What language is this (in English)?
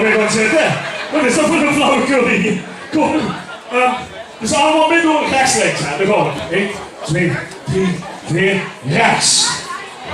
Limburgish